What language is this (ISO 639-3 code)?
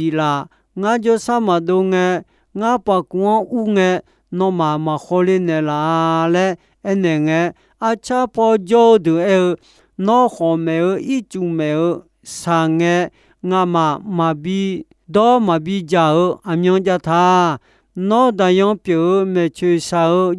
ahk